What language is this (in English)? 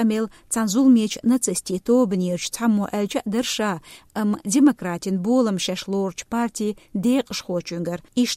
Chechen